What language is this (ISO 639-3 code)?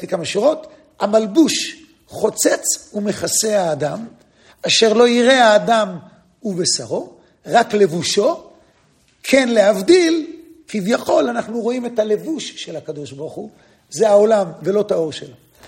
heb